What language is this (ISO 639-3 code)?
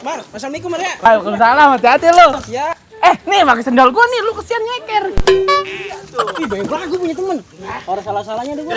bew